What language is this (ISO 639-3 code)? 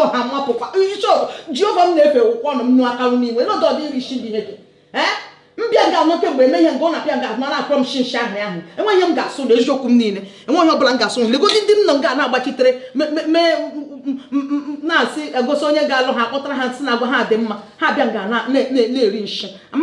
ibo